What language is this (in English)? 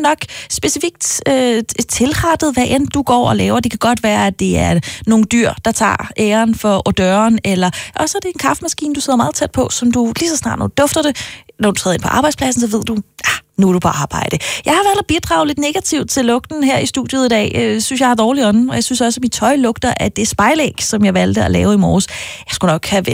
Danish